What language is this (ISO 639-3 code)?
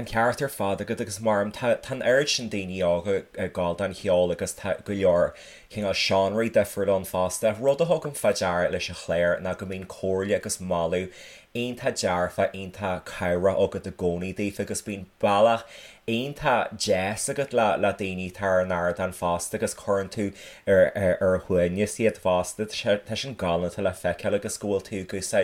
gle